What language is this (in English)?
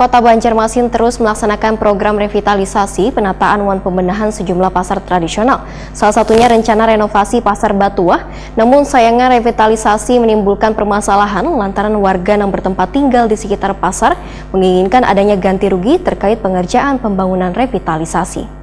Banjar